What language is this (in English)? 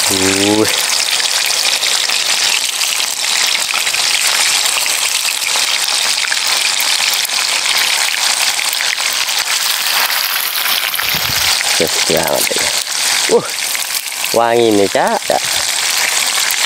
Indonesian